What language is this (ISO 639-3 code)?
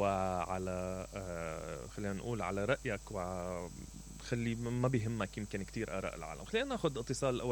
acm